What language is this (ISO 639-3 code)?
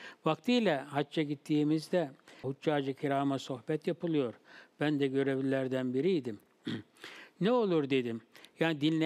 tur